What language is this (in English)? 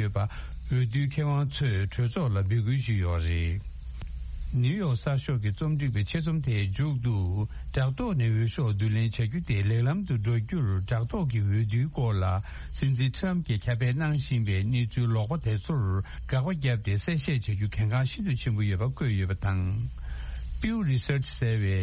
Tibetan